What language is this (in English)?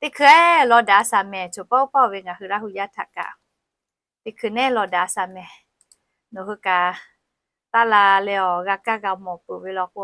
Lahu